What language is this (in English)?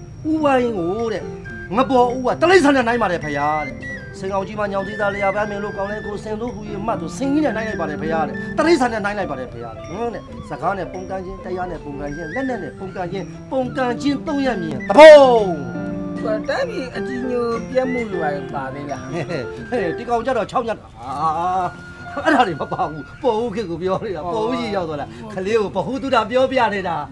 Burmese